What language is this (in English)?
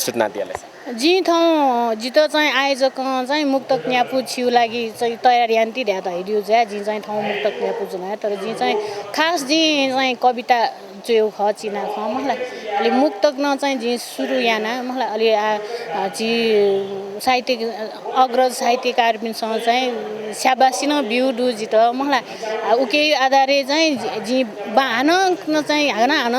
Newari